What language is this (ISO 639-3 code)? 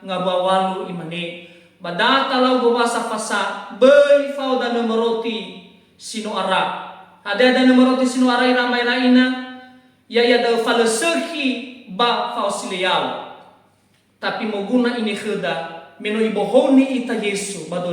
nia